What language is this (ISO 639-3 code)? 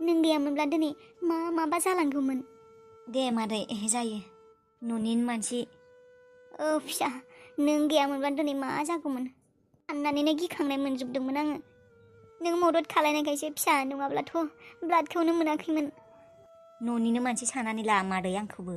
brx